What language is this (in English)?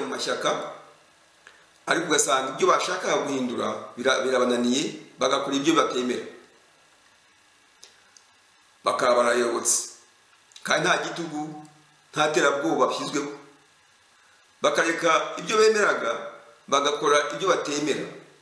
Kinyarwanda